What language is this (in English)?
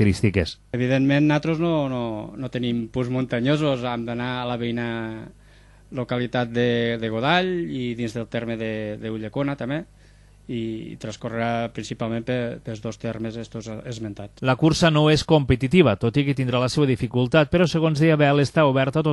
Catalan